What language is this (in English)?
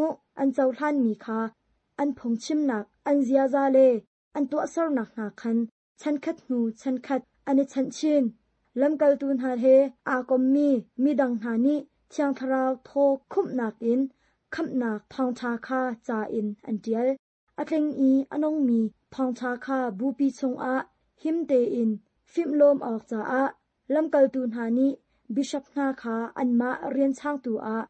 Hakha Chin